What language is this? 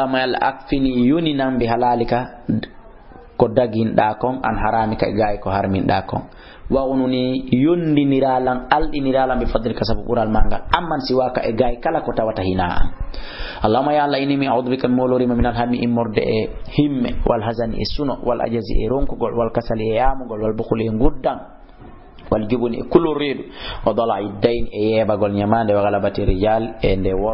Fula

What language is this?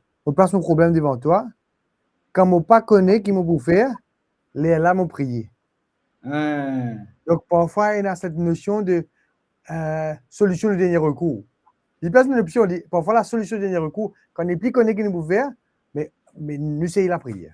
Morisyen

